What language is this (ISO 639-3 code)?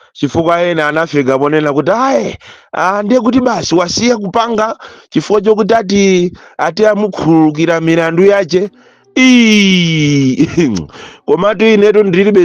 nya